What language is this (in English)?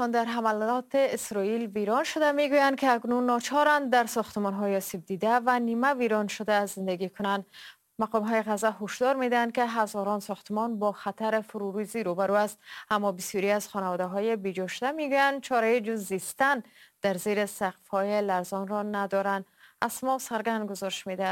Persian